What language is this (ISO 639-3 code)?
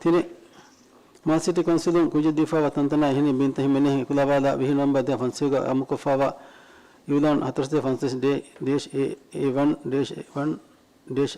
div